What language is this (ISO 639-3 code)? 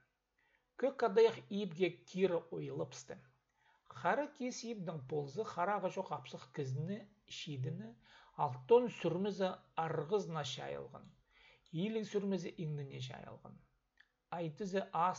kjh